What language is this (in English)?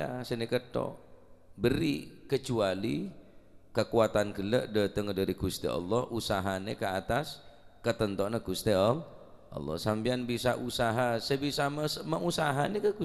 Madurese